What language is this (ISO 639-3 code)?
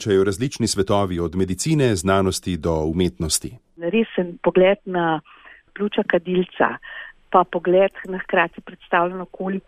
slv